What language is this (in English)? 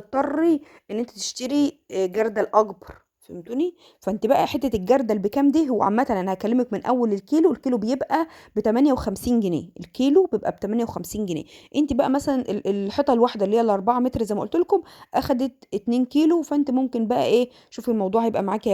Egyptian Arabic